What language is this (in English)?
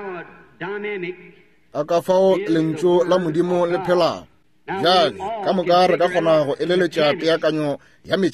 Northern Sotho